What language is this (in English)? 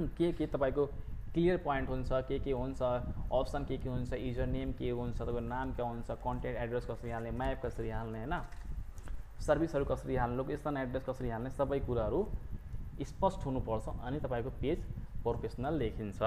Nepali